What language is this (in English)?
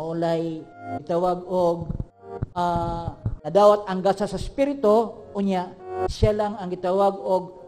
Cebuano